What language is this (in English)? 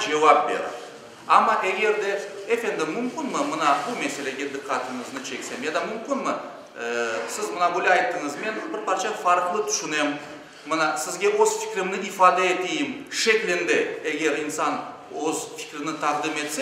Crimean Tatar